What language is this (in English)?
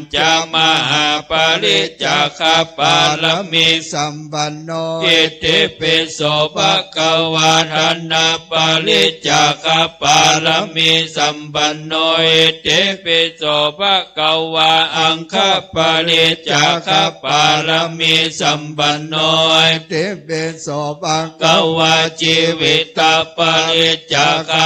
Pali